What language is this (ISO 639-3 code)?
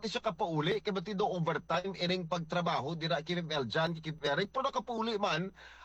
hil